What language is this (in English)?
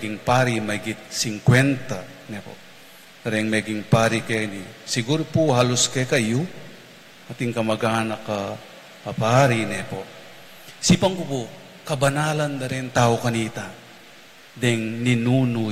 Pampanga